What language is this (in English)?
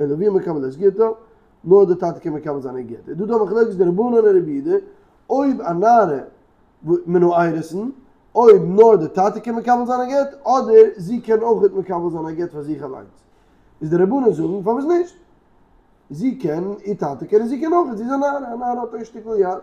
Yiddish